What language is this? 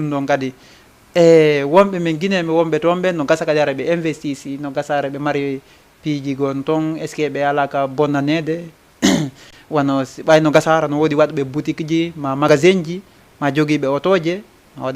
Fula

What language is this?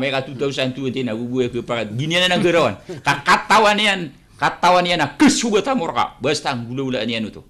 Maranao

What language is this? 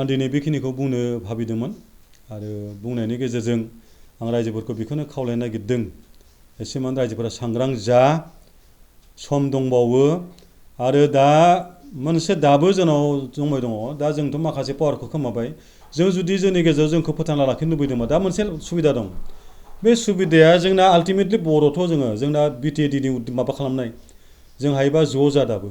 Bodo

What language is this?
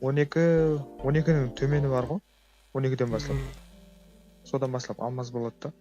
Kara-Kalpak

